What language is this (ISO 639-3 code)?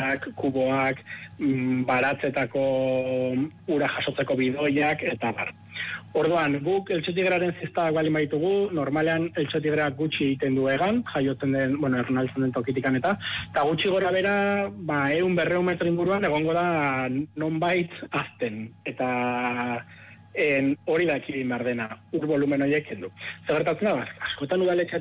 eus